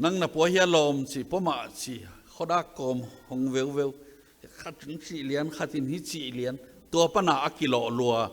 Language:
Tedim Chin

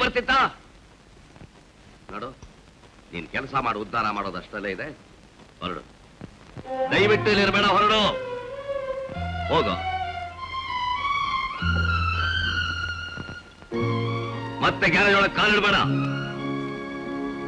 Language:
Kannada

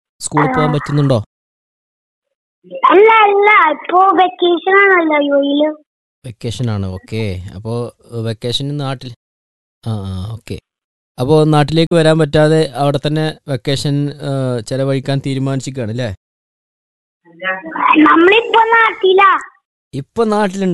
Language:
Malayalam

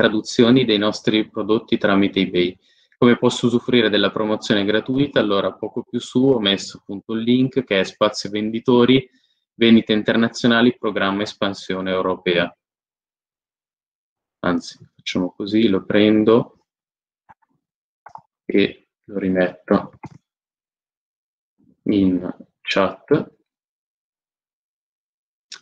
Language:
Italian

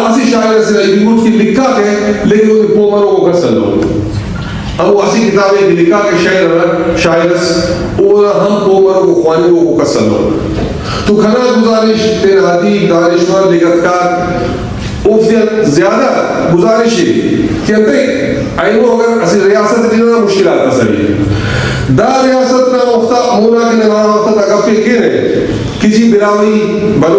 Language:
Brahui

